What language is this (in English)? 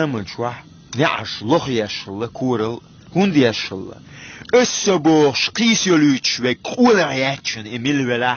Chechen